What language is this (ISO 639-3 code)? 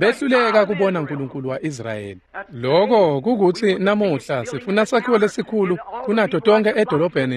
ssw